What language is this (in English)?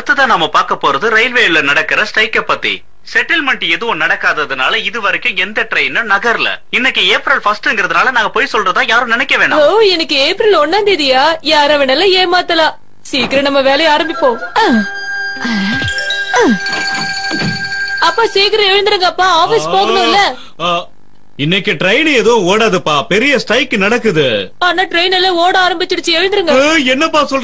Tamil